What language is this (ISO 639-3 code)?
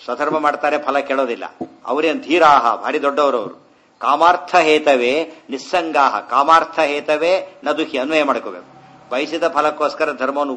kan